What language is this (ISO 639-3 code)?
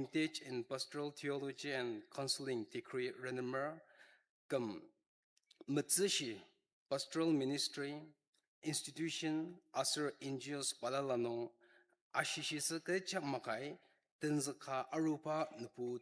njo